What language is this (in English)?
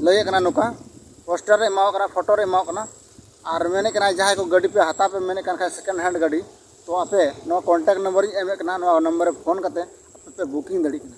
Santali